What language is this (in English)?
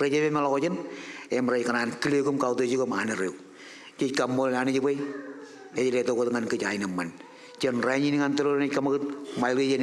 Marshallese